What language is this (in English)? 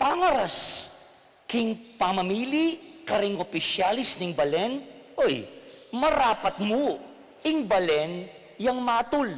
Pampanga